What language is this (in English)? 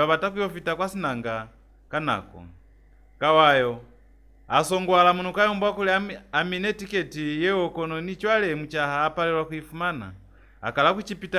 Lozi